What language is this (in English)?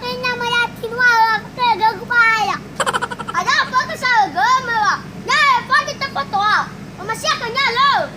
Nias